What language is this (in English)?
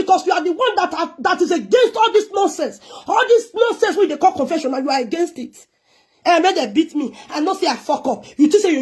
Nigerian Pidgin